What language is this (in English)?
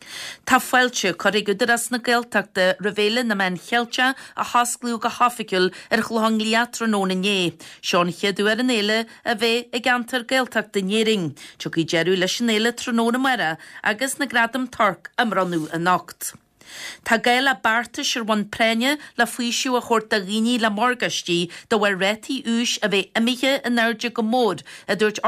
Irish